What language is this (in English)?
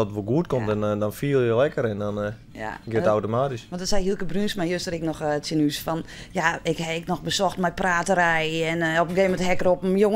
Western Frisian